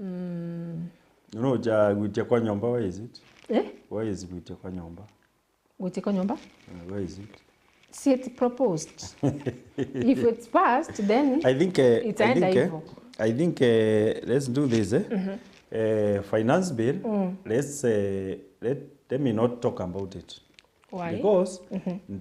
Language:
Meru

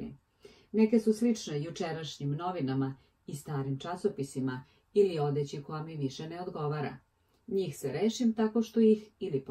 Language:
Serbian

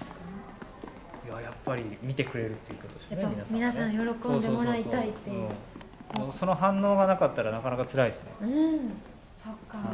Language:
Japanese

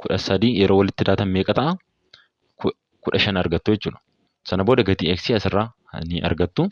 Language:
Oromo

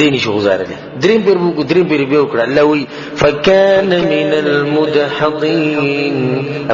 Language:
Pashto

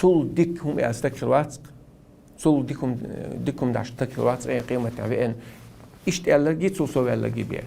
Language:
Chechen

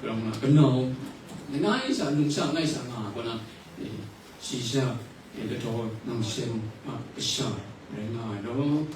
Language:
Kachin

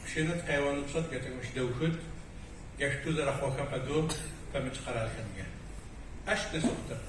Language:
Adyghe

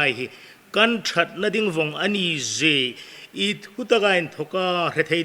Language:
Hmar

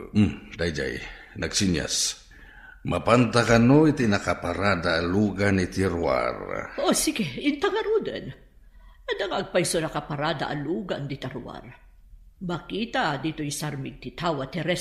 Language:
Iloko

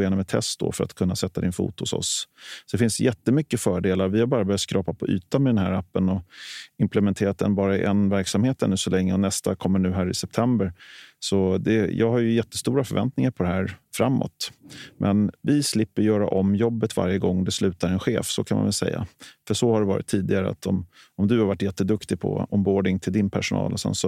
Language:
Swedish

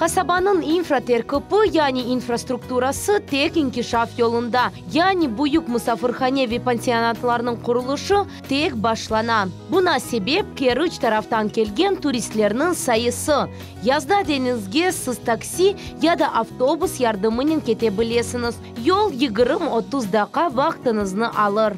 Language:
Crimean Tatar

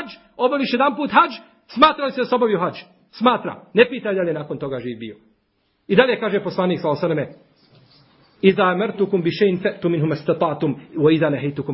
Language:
Bosnian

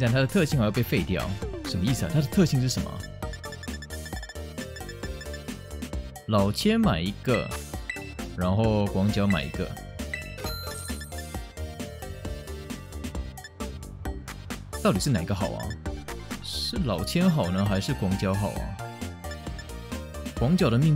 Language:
Chinese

